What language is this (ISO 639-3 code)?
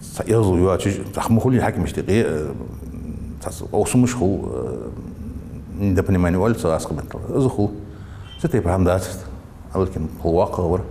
inh